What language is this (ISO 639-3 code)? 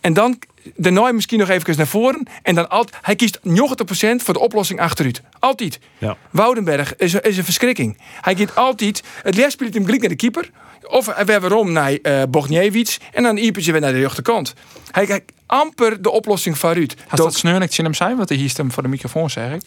fry